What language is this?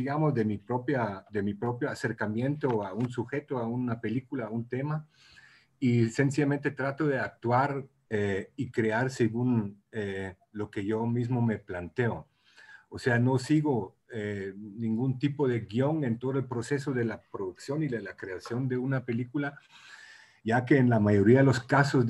Spanish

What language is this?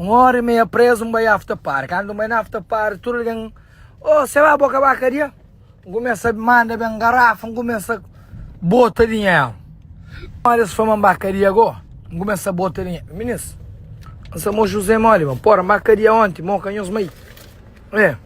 Kabuverdianu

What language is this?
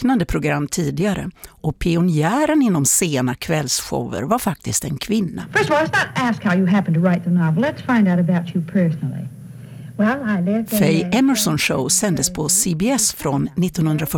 Swedish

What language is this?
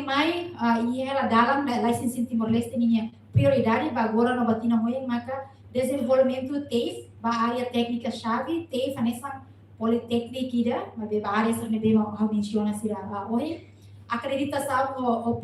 Tetum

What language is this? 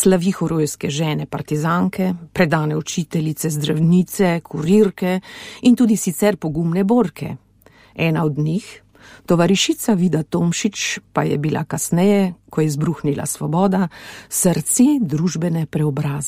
Slovenian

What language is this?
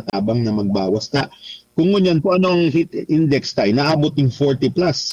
Bikol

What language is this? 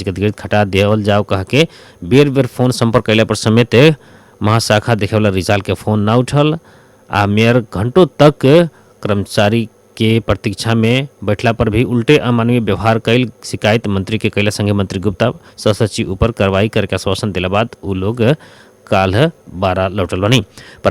Bhojpuri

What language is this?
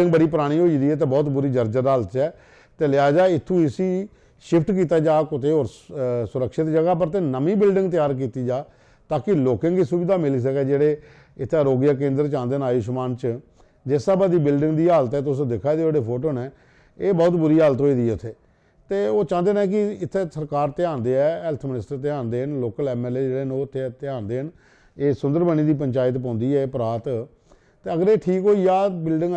Dogri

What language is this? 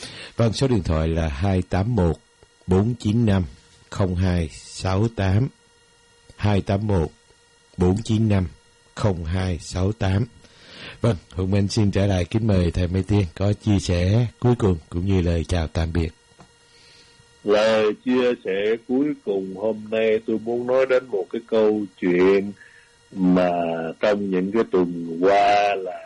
Vietnamese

